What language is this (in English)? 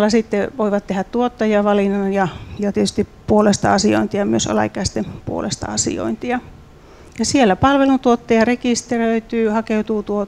Finnish